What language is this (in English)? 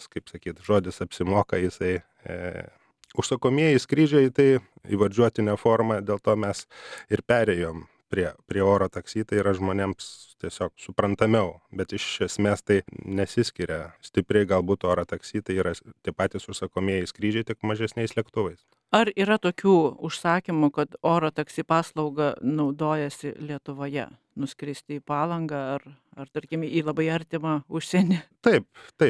Lithuanian